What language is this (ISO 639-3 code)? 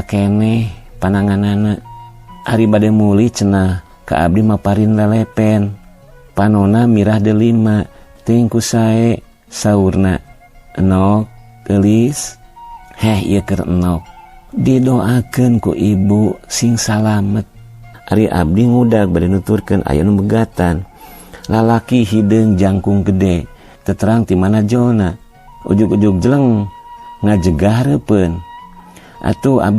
sun